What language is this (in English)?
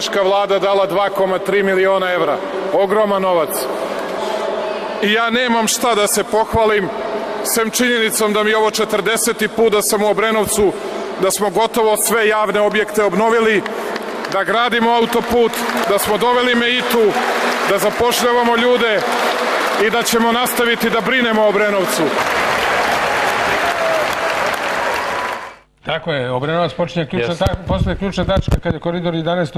Serbian